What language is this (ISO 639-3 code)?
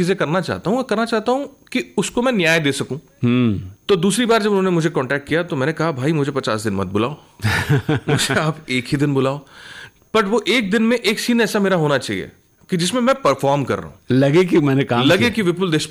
hin